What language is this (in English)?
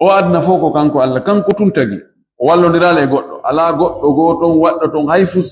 Fula